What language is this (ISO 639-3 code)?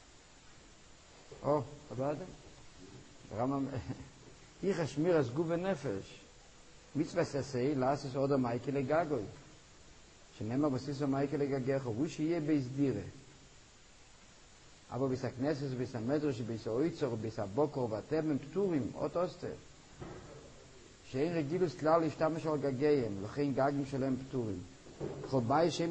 heb